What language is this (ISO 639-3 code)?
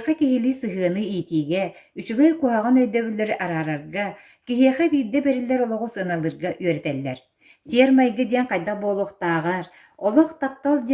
sah